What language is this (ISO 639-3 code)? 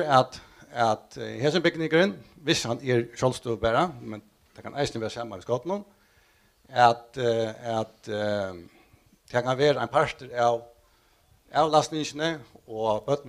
fao